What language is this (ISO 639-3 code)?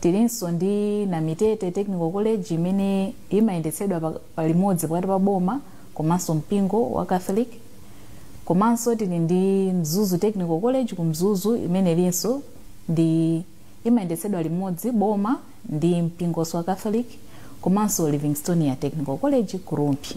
nya